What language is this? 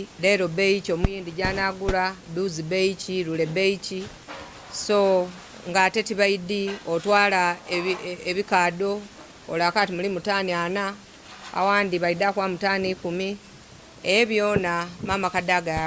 Soga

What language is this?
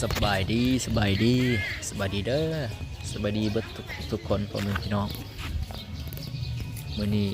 Lao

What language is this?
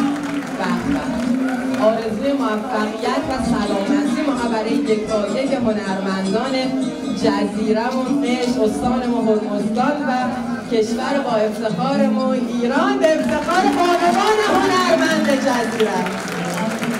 Persian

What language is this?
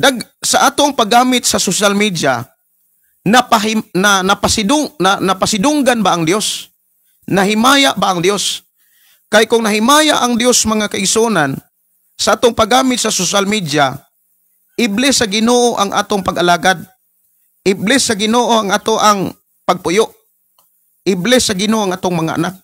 Cebuano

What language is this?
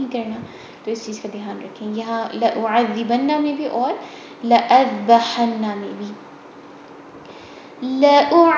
Urdu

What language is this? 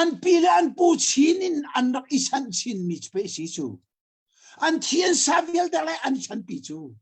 Hakha Chin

